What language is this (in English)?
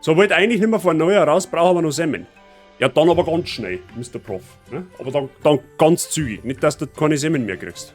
Bavarian